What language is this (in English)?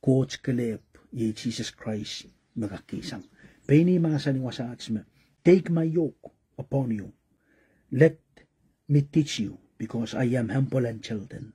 Pohnpeian